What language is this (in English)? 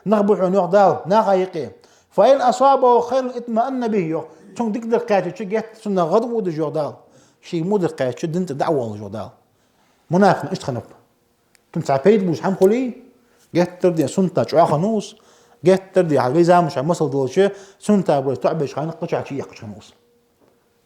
Ingush